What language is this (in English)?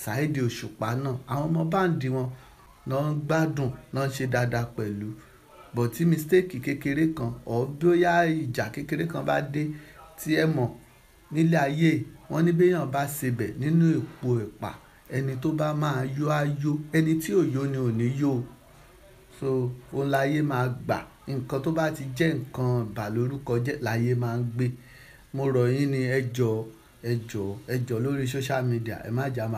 Yoruba